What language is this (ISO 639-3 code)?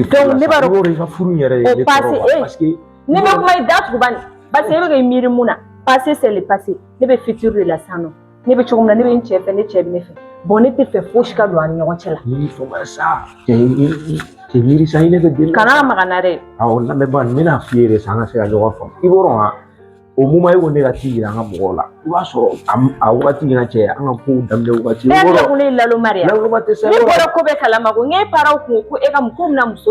bam